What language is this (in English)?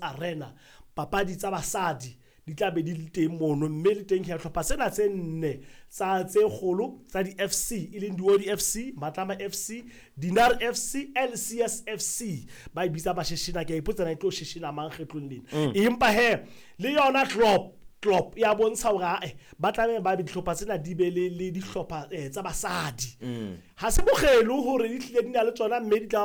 Southern Sotho